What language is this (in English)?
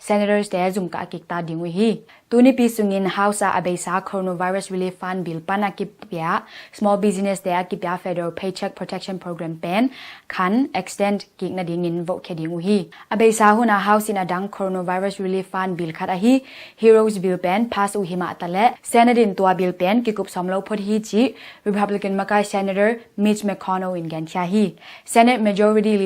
Tedim Chin